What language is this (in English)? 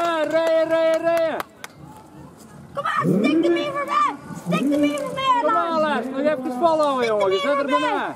Dutch